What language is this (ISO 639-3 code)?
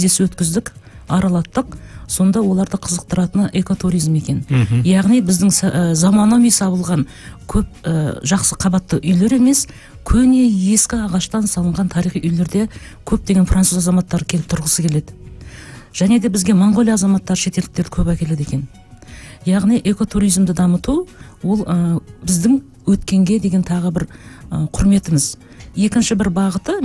kaz